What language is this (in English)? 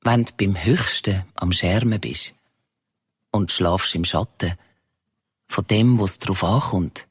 Swiss German